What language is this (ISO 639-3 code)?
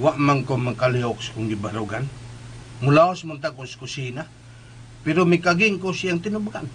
ceb